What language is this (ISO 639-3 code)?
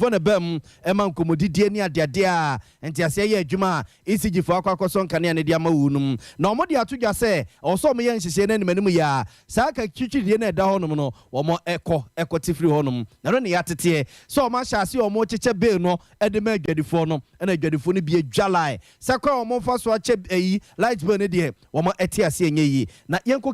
aka